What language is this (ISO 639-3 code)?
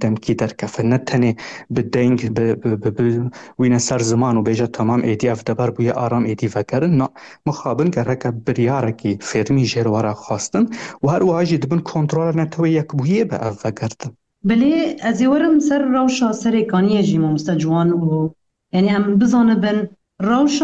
kur